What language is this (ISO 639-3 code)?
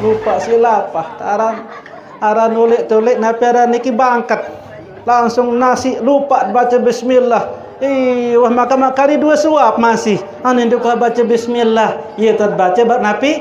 sas